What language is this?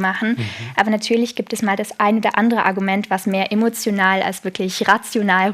Swiss German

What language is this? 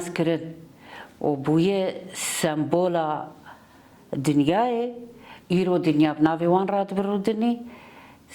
Kurdish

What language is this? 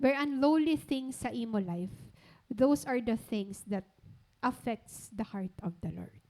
Waray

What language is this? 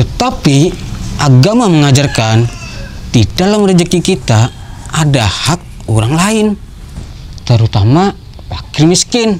Banjar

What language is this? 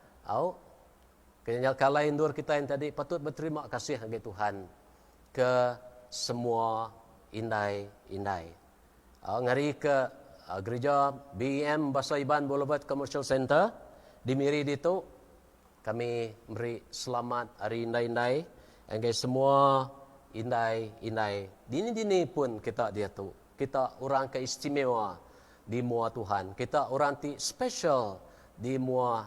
Iban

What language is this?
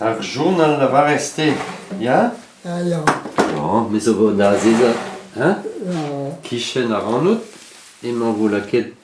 Breton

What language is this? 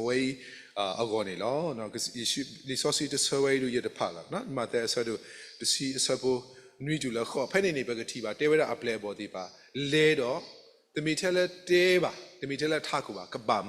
S'gaw Karen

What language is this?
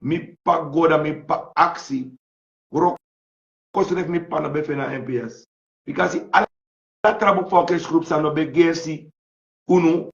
Sranan Tongo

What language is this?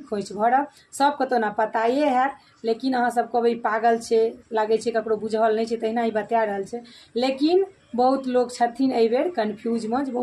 Maithili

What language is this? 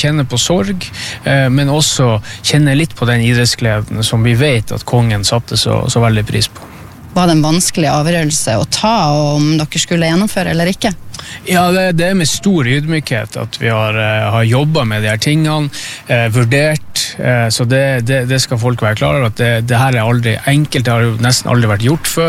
Norwegian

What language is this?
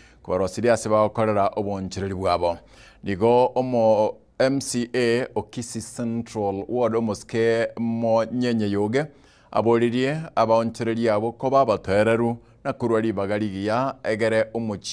Gusii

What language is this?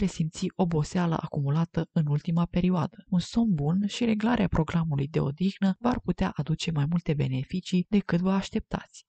Romanian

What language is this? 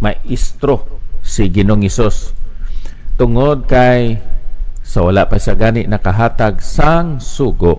Hiligaynon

